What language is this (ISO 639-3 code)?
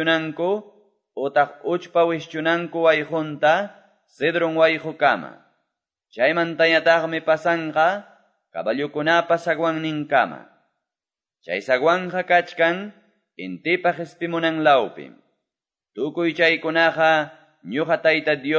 que